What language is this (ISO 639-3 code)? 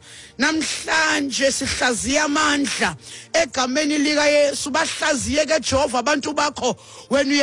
xho